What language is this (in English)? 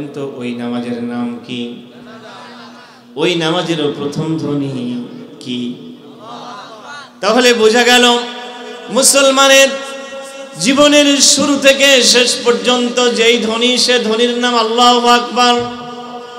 Bangla